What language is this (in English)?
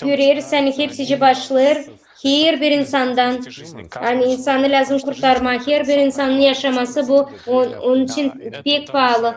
Gagauz